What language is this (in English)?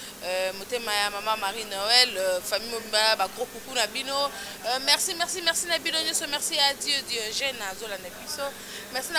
Lingala